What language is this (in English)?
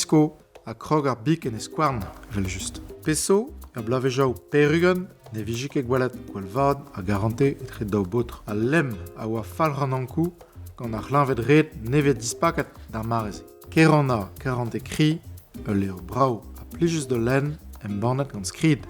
Breton